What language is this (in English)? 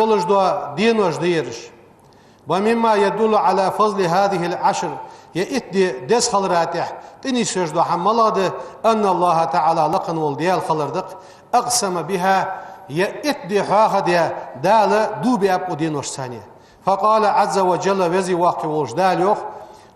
Ingush